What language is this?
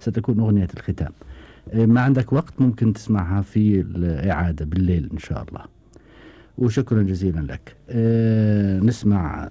Gulf Arabic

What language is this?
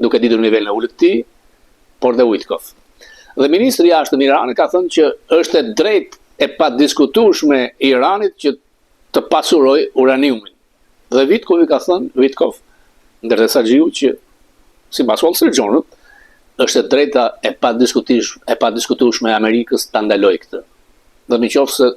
Albanian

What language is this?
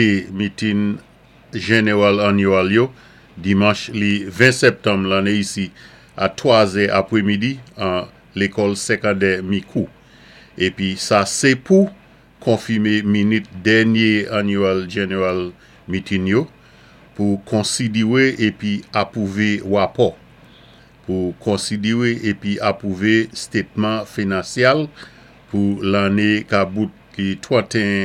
Saint Lucian Creole French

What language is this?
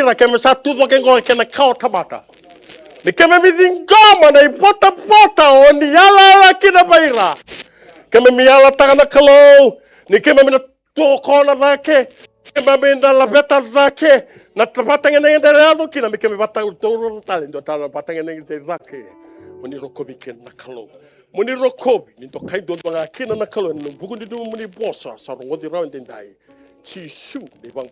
Fijian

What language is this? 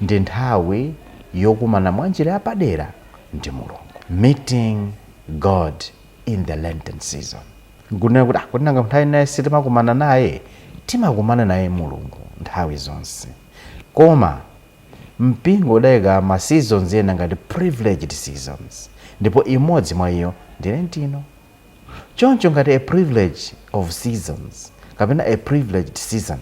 Nyanja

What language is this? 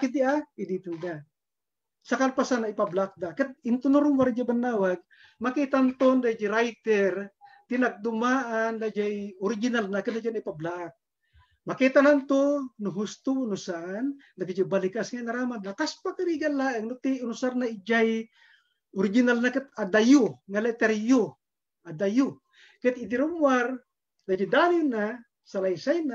Iloko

